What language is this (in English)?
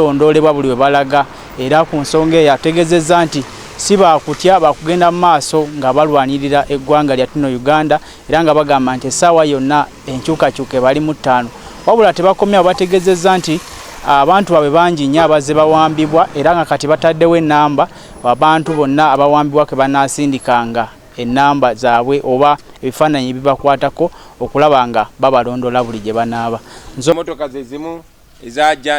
Ganda